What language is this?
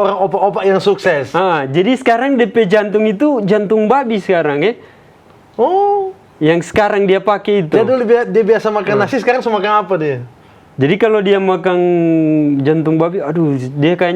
Manado Malay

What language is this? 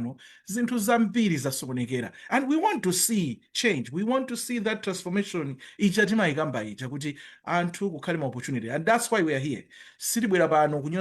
Nyanja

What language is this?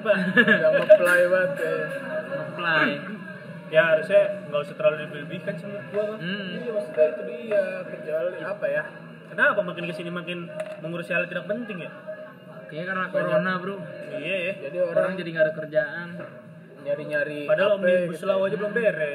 Indonesian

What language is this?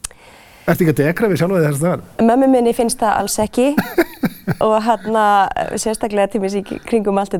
Icelandic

